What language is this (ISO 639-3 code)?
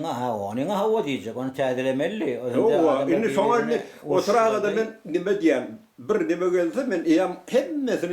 tuk